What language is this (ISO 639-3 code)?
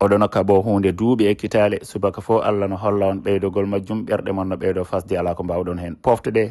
ful